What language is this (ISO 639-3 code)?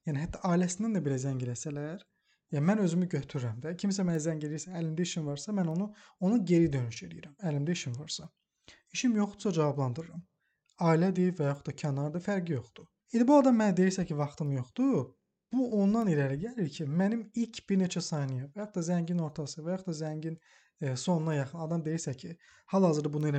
aze